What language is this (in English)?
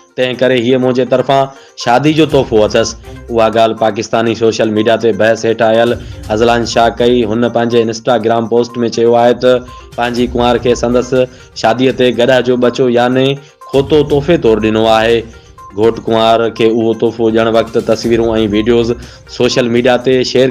Sindhi